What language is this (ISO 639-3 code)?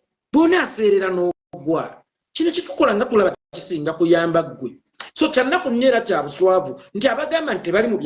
lug